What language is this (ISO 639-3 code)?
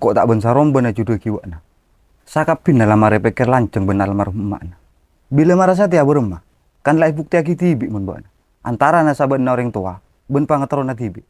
mad